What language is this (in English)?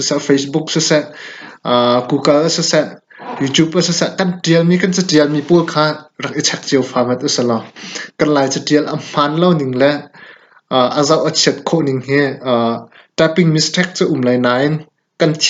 Hakha Chin